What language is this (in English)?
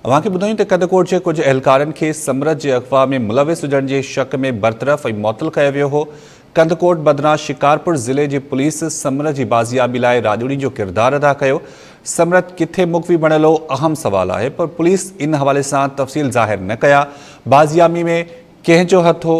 Sindhi